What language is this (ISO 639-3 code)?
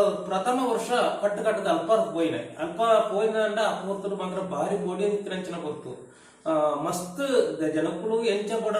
tcy